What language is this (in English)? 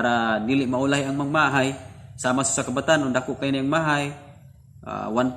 Cebuano